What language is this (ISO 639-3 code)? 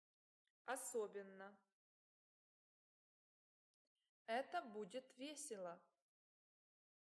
rus